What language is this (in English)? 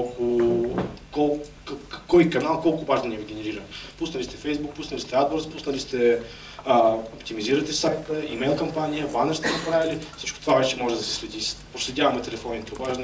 Bulgarian